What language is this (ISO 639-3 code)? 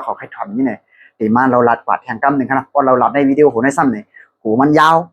shn